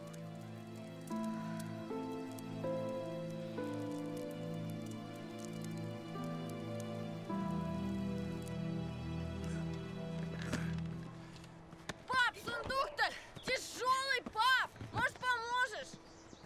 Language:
Russian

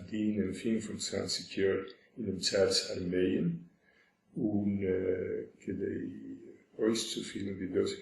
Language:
Yiddish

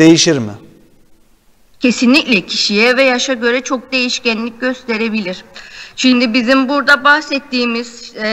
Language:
Turkish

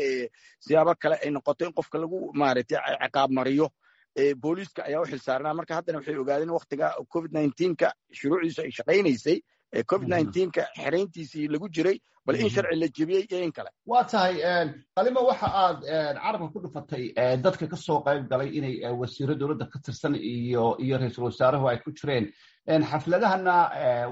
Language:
Somali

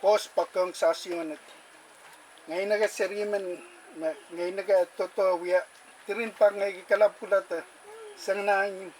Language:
Pohnpeian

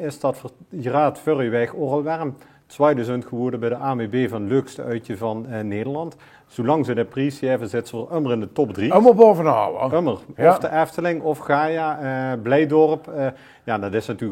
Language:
Limburgish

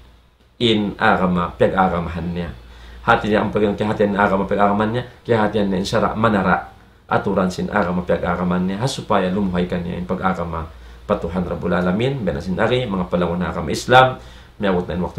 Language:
Tausug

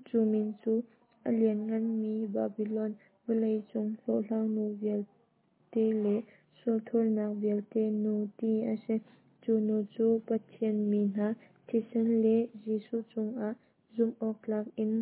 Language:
Hakha Chin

